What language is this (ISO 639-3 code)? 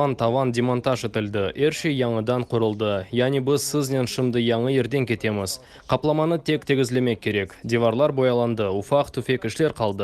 crh